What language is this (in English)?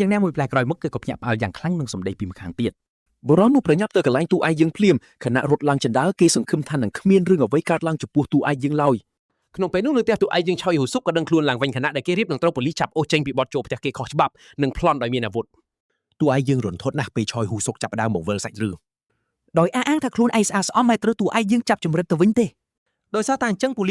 Khmer